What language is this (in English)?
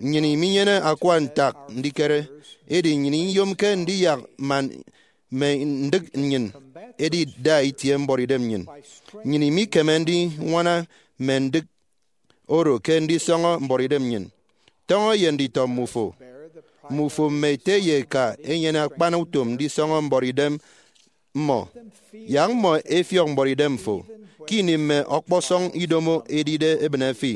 Efik